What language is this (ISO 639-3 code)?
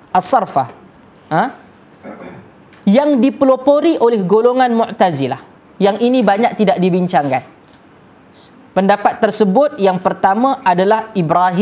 msa